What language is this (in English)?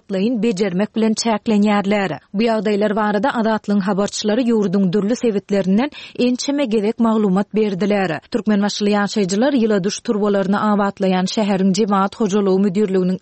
Turkmen